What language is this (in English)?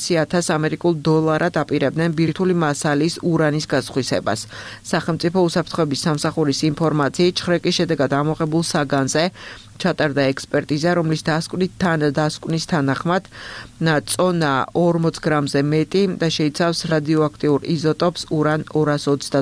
Georgian